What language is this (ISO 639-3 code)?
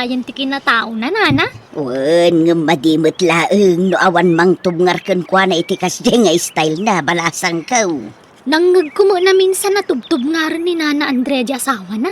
ilo